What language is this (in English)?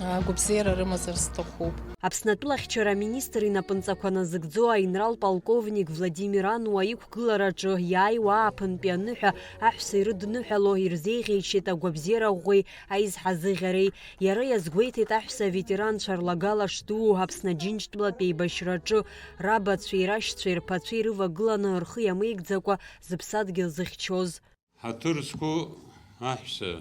Abkhazian